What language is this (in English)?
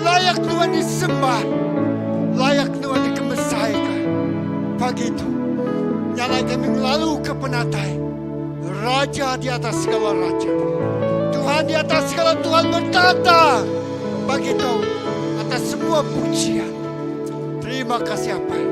Iban